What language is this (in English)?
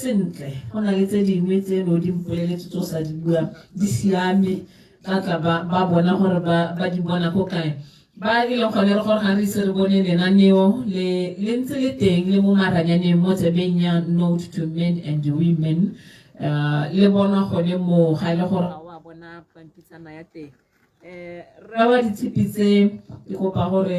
Tswana